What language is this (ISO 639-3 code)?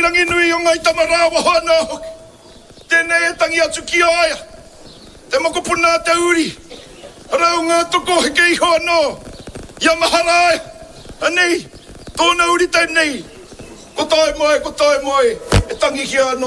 mri